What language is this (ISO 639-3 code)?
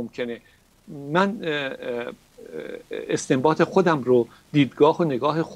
fas